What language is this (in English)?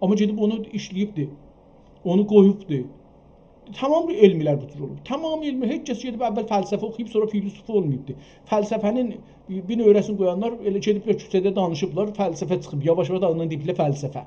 South Azerbaijani